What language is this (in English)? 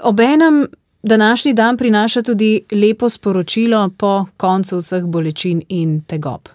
Slovenian